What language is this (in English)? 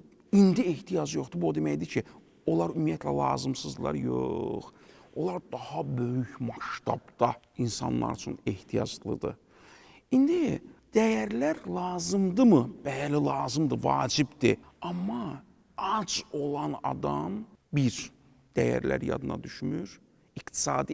Azerbaijani